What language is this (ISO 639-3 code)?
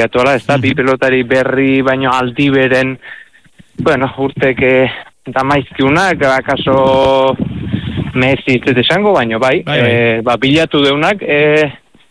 eus